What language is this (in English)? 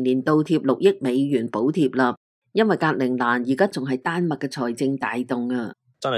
Cantonese